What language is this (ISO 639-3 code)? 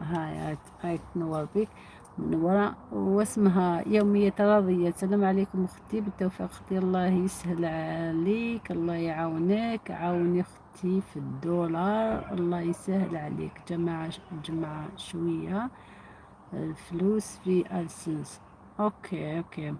arq